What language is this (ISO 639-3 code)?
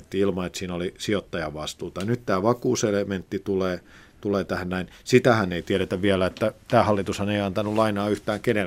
fin